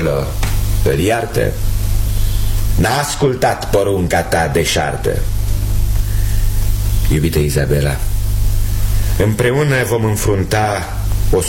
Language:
Romanian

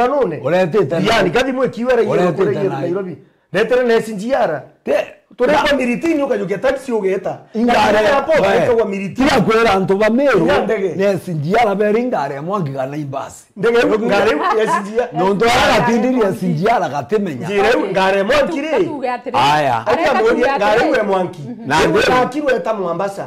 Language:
Meru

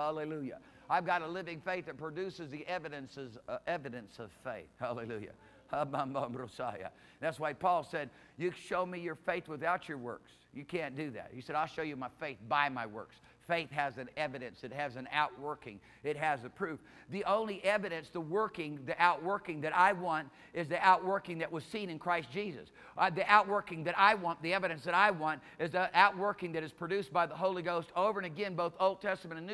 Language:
English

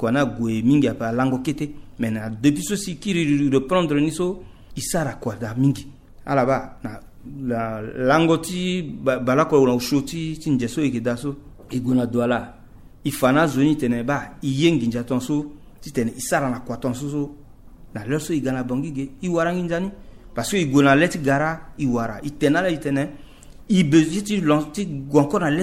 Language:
Sango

